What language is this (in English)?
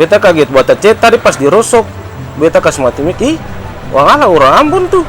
Ambonese Malay